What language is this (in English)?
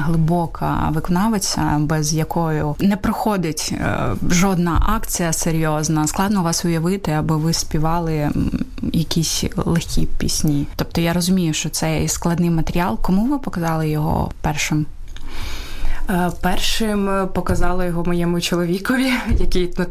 Ukrainian